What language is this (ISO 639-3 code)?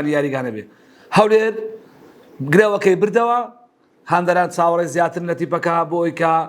ckb